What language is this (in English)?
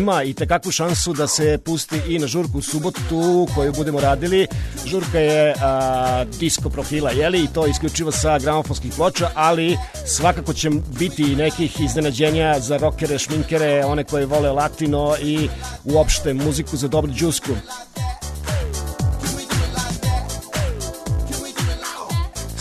Serbian